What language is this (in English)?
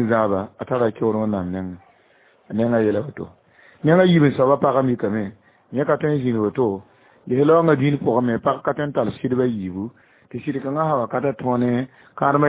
Mossi